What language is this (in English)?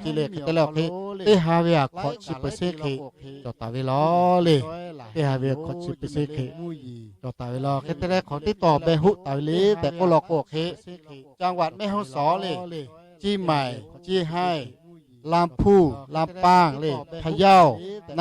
Lahu